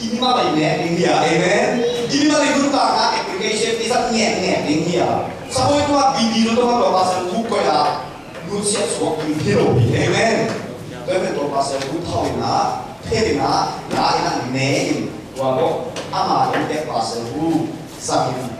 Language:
Tedim Chin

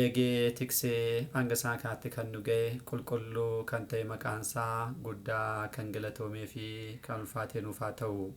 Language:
Oromo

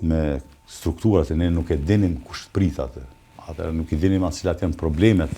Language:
Albanian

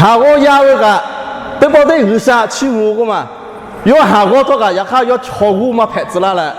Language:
Lahu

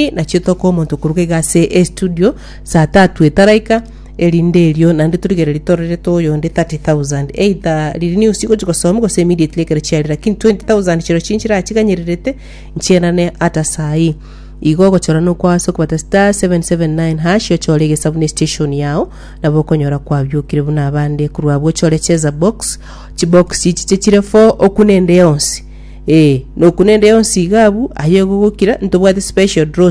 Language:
Gusii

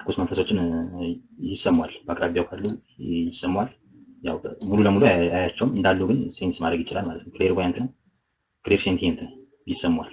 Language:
Amharic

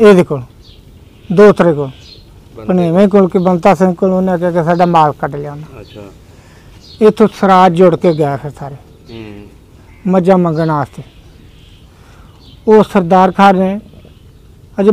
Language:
Punjabi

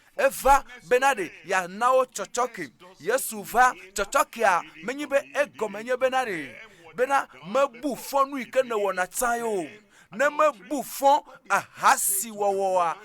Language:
Ewe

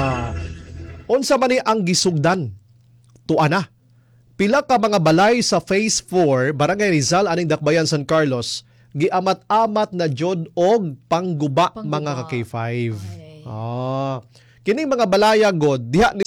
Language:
Cebuano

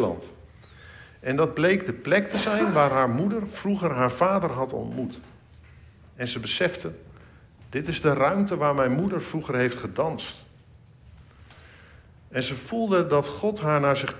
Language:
Dutch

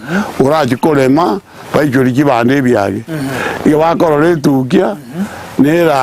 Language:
Gusii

